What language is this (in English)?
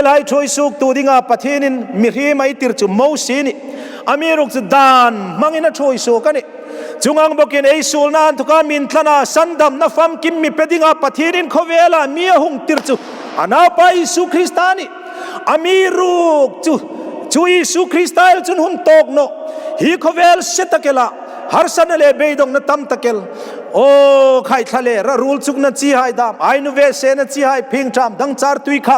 Hmar